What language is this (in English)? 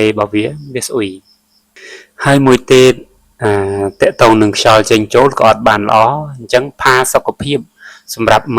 Khmer